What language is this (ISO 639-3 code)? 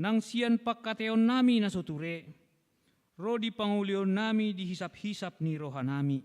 bbc